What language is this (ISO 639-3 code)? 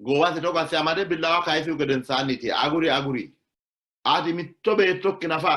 sid